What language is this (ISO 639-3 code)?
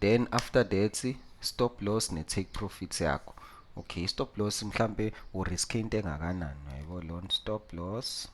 zul